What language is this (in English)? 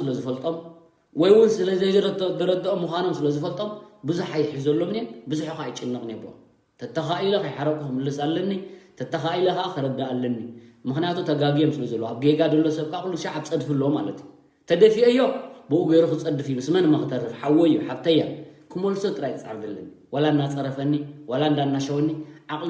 Tigrinya